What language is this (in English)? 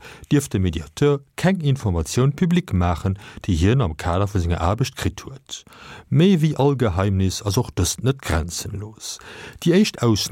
Luxembourgish